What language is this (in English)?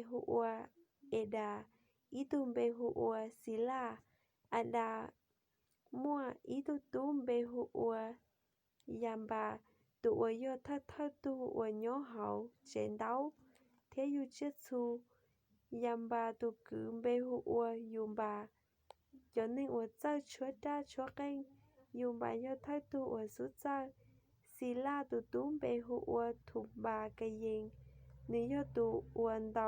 Hmong